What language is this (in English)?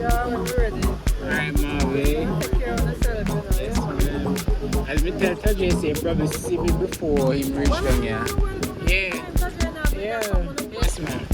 Jamaican Creole English